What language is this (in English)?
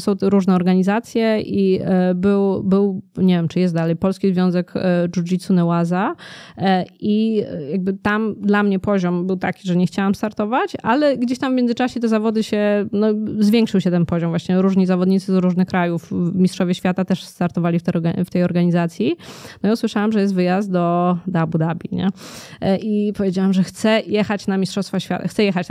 Polish